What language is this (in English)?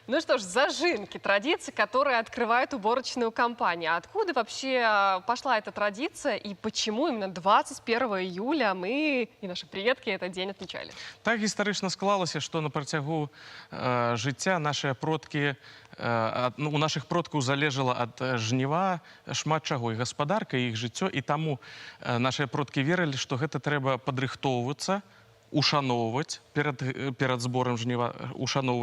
Belarusian